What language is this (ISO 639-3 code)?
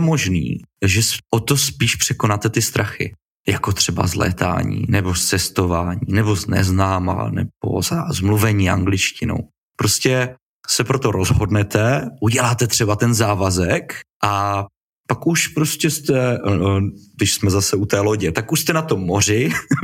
ces